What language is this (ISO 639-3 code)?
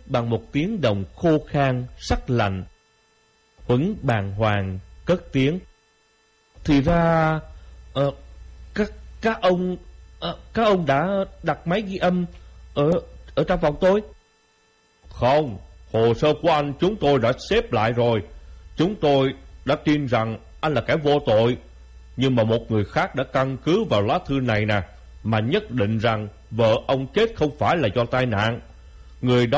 vie